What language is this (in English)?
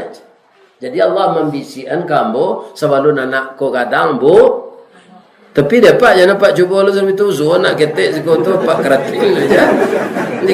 Minangkabau